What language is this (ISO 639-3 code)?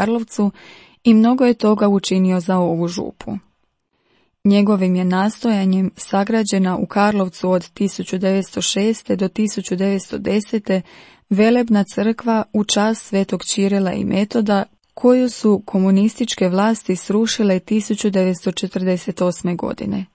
hrv